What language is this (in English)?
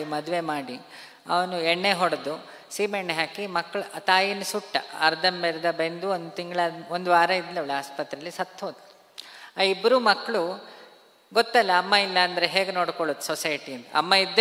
Kannada